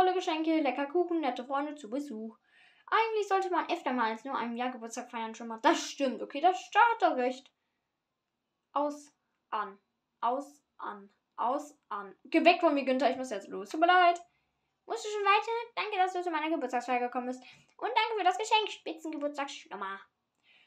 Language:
German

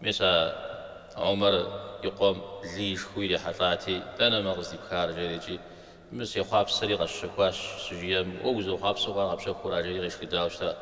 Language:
Kabardian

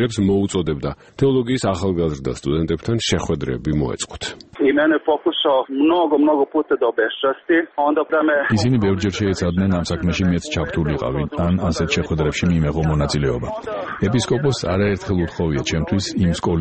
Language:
Georgian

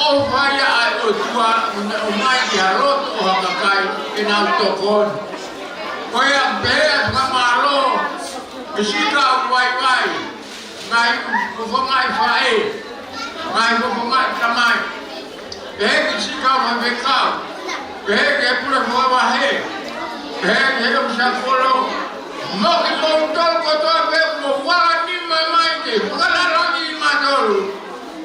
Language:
Tongan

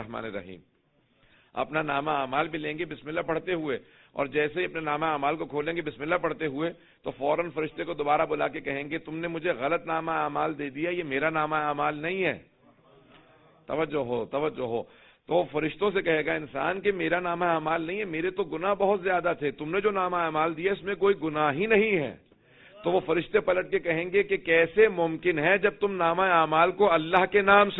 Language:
Urdu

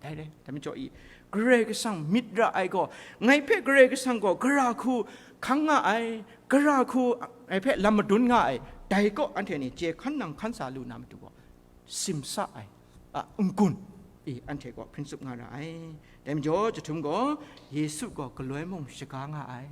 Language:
Kachin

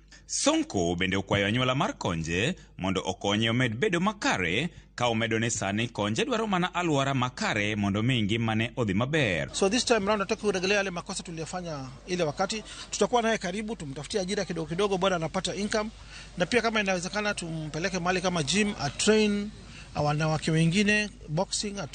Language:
Luo (Kenya and Tanzania)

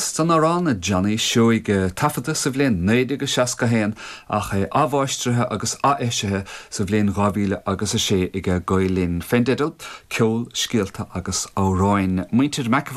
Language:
Irish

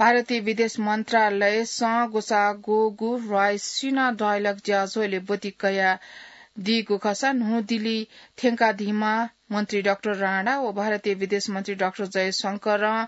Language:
Newari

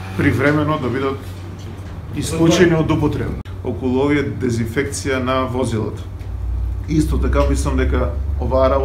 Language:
Macedonian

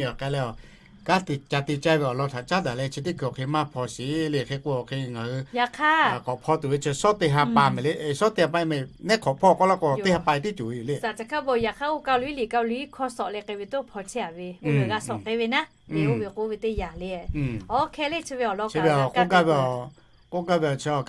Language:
Lahu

